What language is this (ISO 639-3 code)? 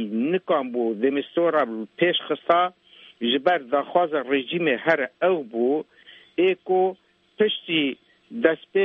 kur